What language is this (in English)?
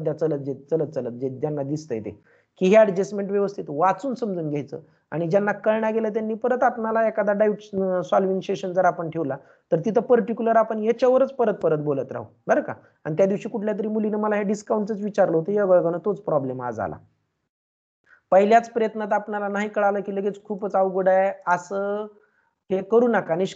Marathi